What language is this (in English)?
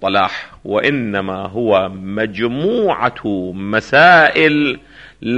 Arabic